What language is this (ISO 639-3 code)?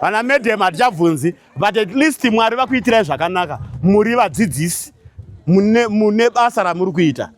sna